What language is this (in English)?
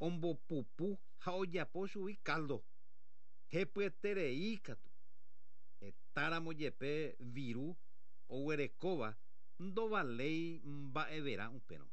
Guarani